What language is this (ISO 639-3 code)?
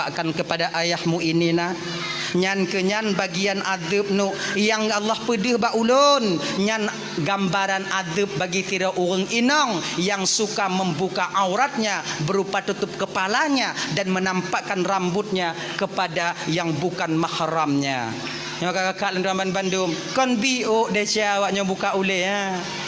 ace